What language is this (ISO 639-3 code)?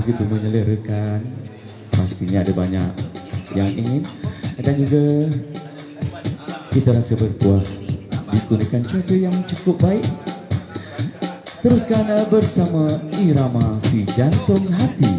msa